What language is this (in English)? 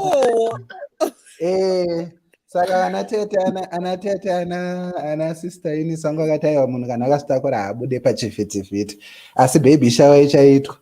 Shona